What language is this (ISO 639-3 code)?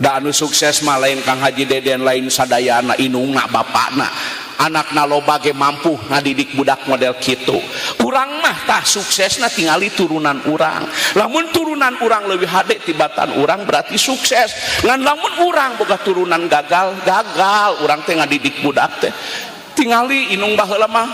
sun